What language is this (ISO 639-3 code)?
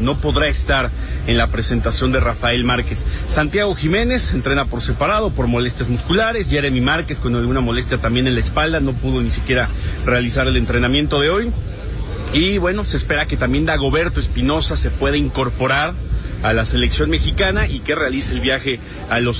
spa